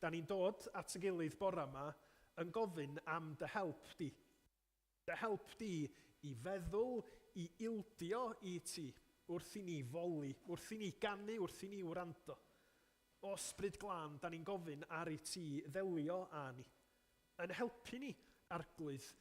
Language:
Welsh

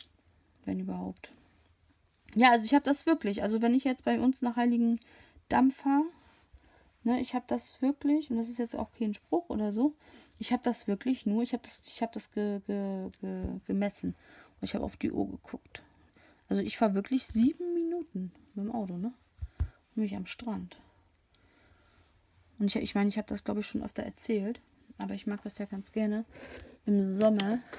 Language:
German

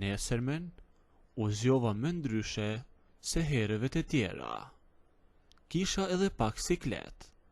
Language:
Albanian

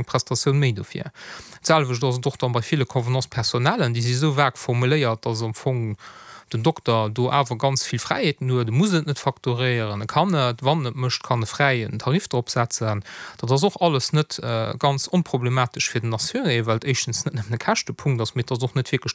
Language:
Luxembourgish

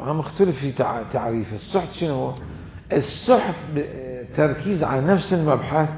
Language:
Mesopotamian Arabic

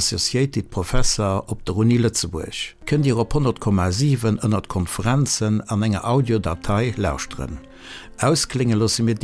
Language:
Luxembourgish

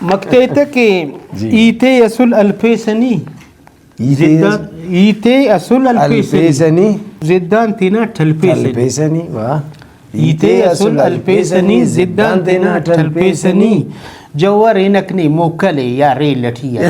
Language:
Brahui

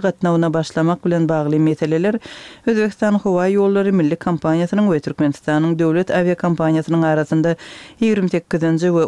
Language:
Turkmen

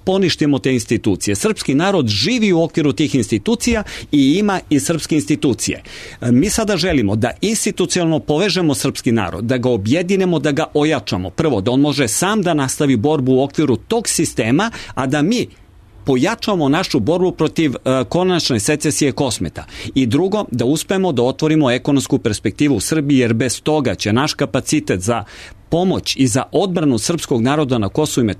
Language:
Serbian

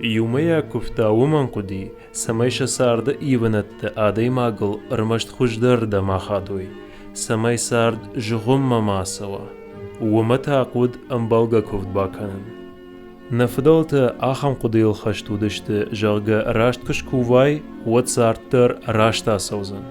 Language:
Ossetic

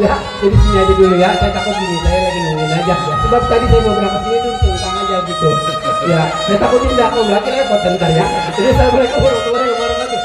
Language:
Betawi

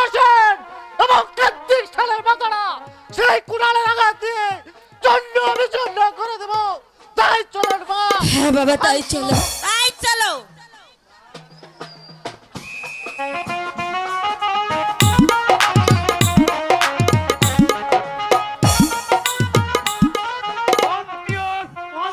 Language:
Bangla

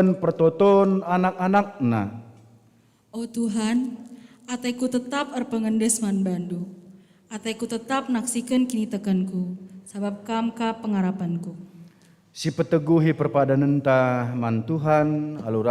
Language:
Batak Karo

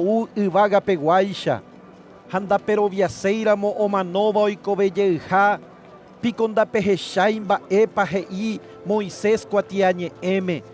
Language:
Guarani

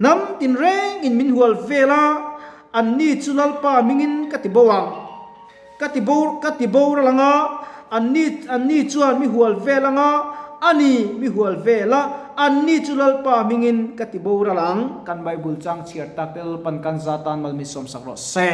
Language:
Mizo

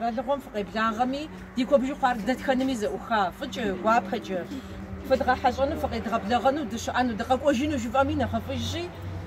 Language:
Kabardian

